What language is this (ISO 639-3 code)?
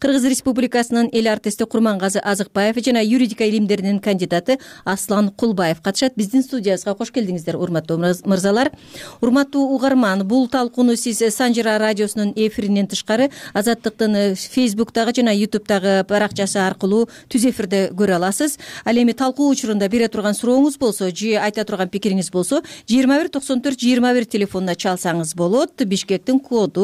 kir